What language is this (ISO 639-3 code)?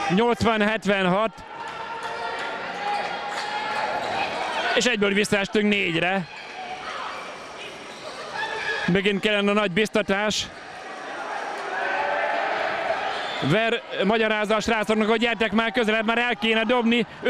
hun